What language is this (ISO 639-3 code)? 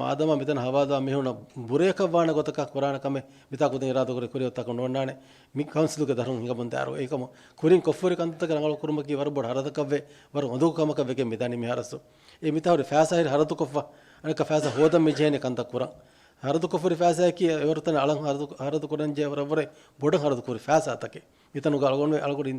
div